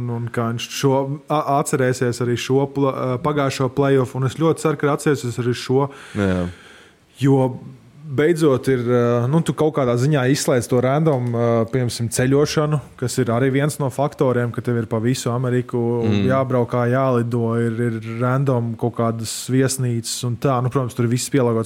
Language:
Latvian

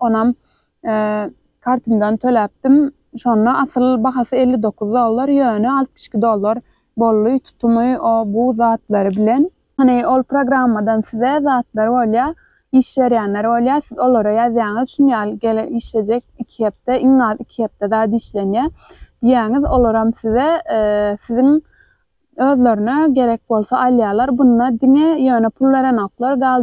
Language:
Turkmen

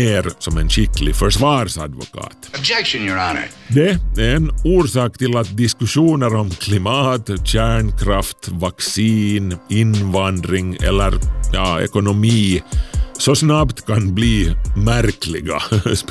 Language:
Swedish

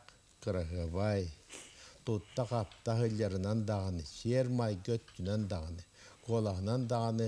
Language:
Yakut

